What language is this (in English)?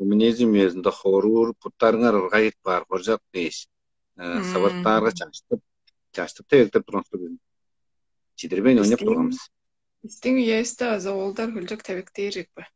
Tuvinian